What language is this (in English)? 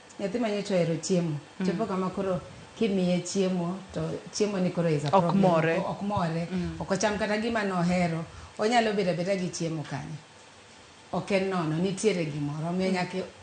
Luo (Kenya and Tanzania)